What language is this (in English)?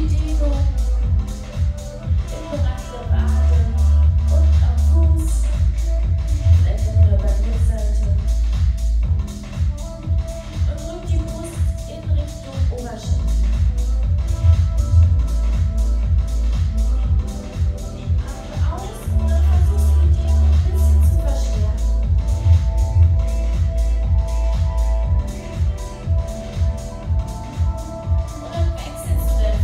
German